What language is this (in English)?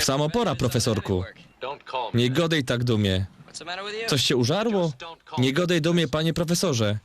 Silesian